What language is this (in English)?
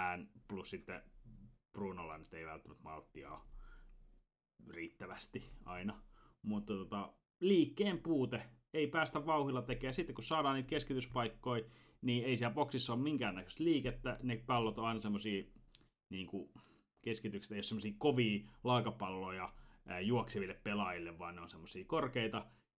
Finnish